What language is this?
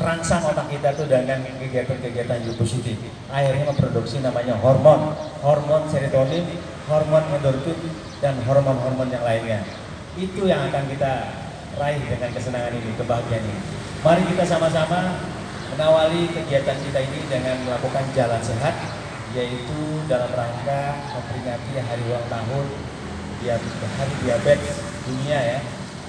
Indonesian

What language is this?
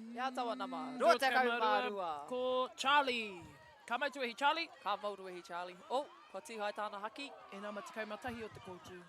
Māori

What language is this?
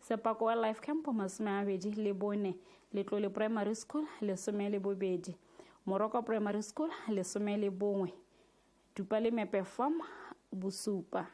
Tswana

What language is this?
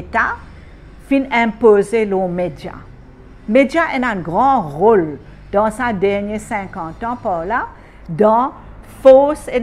Morisyen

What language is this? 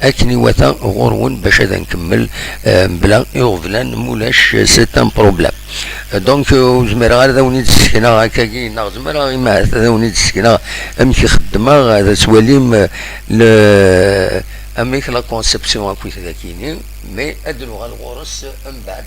Kabyle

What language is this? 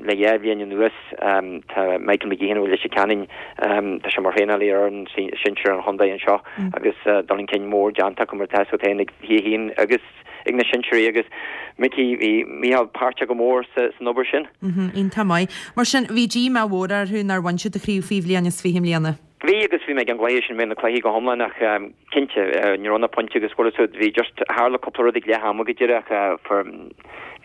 Irish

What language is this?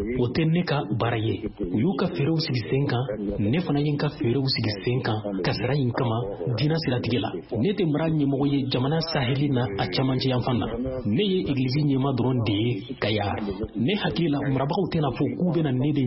Bambara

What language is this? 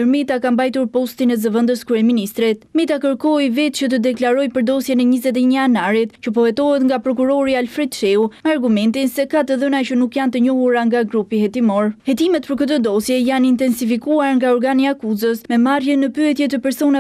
Albanian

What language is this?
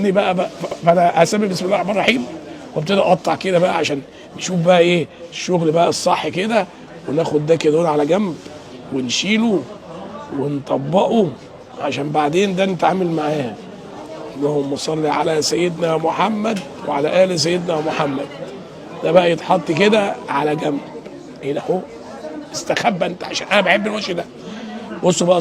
Egyptian Arabic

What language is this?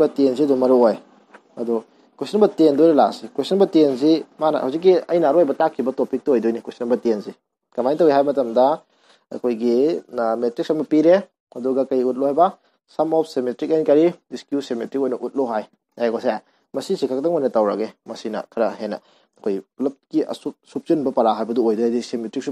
Manipuri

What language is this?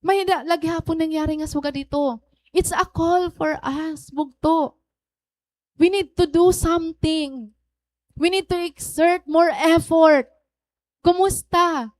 Waray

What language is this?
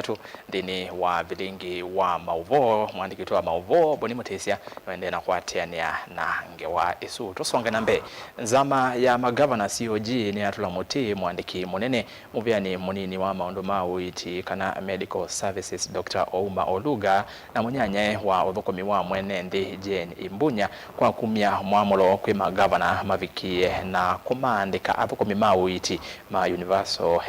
Kamba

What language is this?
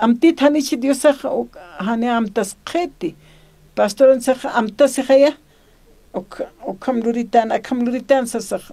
Aymara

